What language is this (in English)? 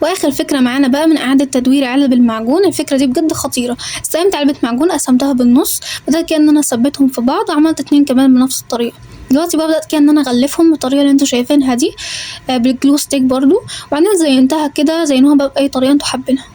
Egyptian Arabic